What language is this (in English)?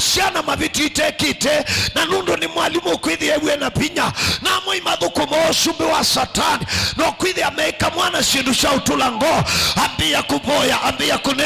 Kamba